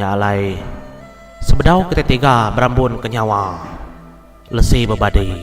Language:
Iban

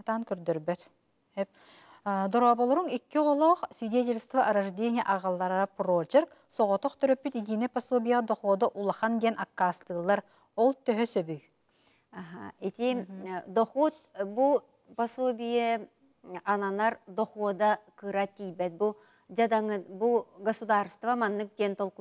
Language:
Yakut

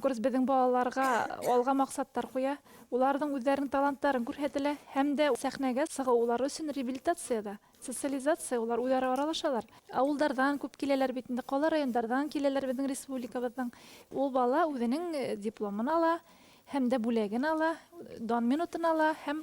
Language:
Bashkir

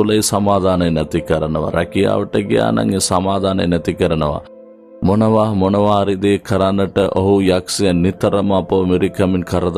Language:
Sinhala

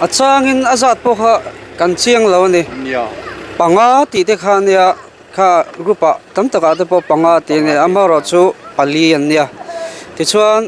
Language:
Mizo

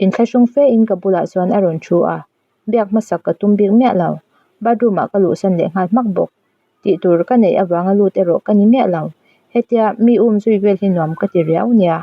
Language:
Mizo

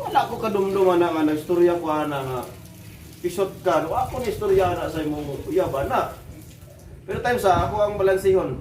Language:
Cebuano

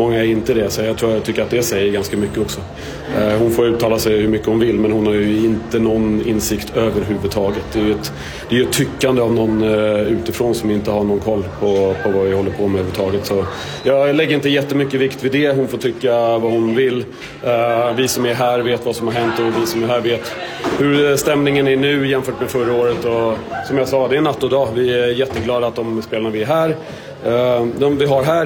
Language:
Swedish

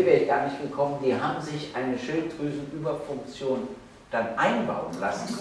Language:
German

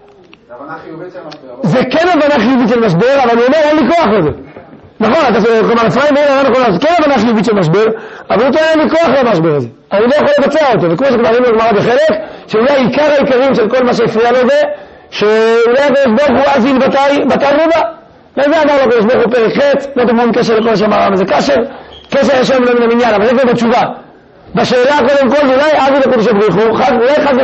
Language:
Hebrew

